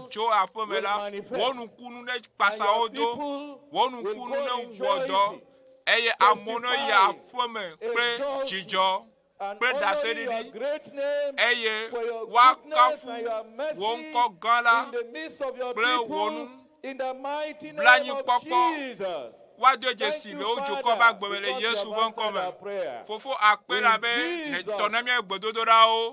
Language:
Ewe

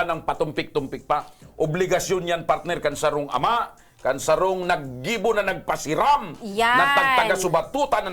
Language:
Bikol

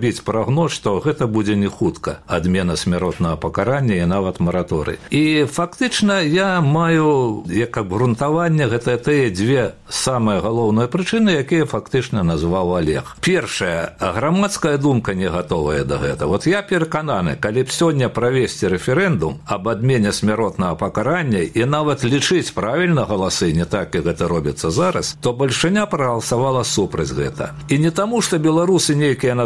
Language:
Belarusian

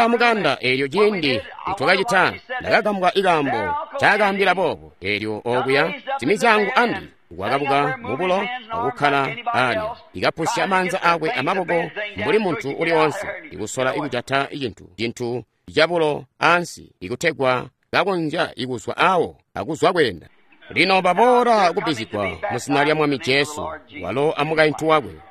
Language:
Tonga (Zambia)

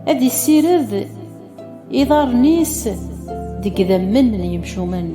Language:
Kabyle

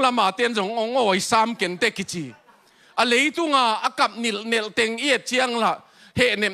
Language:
Tedim Chin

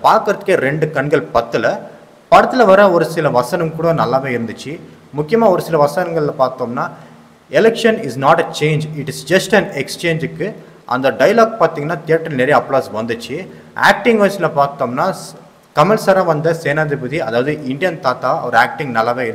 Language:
Tamil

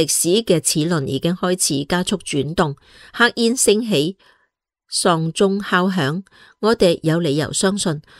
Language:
Cantonese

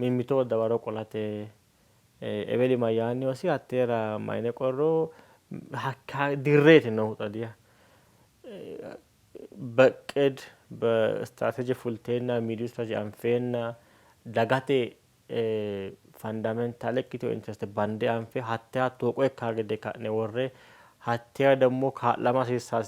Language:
Sidamo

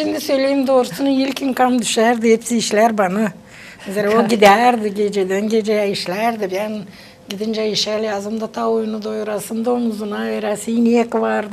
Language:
Gagauz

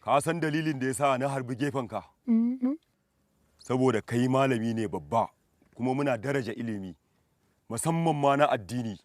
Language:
Hausa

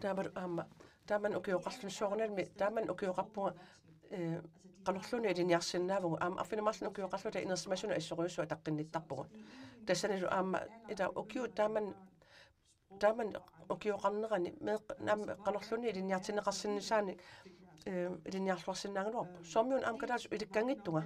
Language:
Kalaallisut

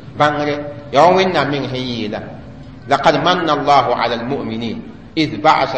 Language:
Mossi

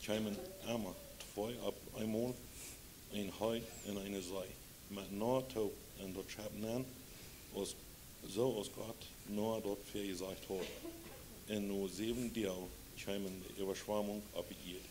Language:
Plautdietsch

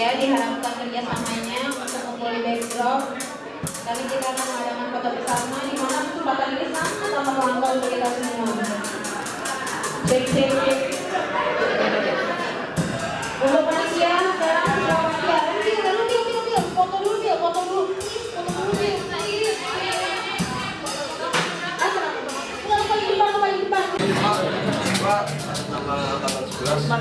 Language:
Indonesian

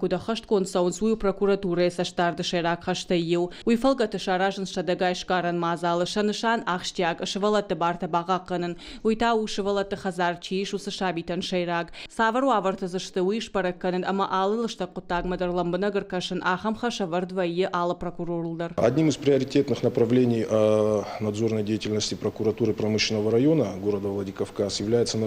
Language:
Ossetic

